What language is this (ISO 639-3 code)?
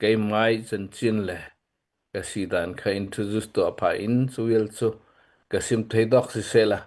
cnh